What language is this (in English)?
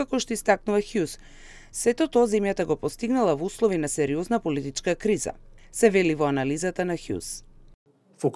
Macedonian